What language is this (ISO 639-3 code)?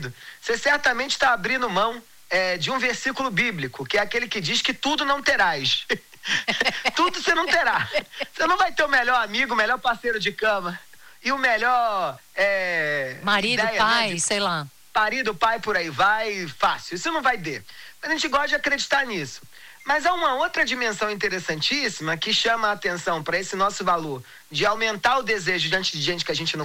por